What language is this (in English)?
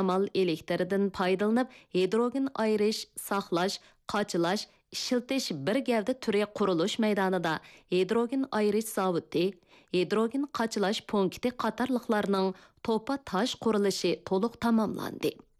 Uyghur